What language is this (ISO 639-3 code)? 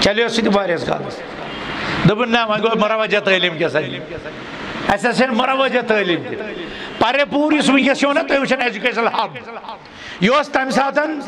kas